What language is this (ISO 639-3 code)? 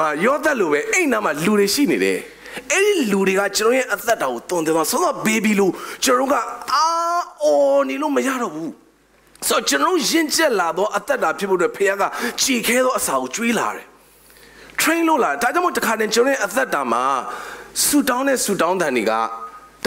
mya